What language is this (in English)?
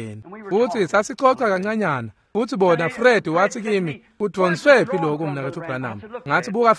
Swati